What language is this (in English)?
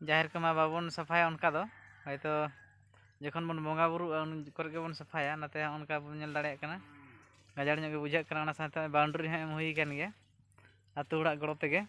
Santali